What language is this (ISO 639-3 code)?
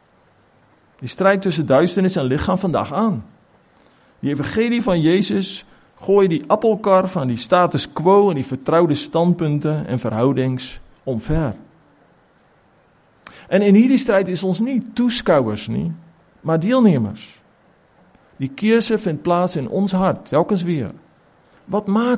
afr